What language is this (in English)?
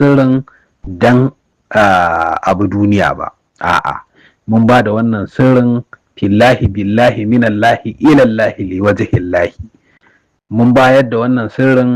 Hausa